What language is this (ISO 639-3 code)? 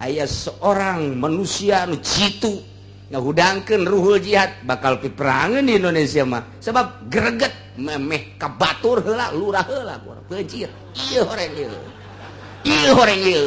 sun